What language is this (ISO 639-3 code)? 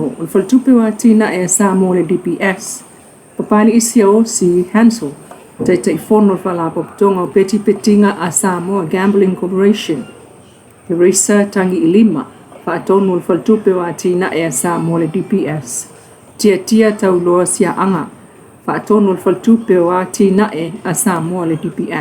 smo